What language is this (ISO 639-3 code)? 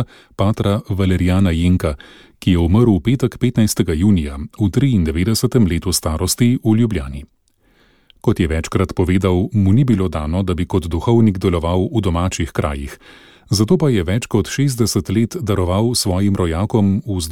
slv